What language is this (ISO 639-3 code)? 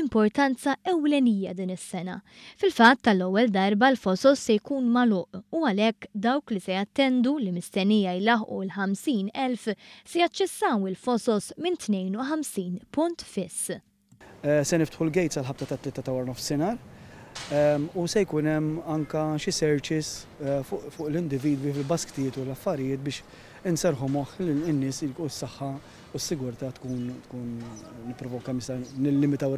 mlt